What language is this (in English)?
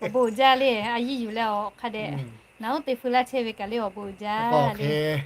Lahu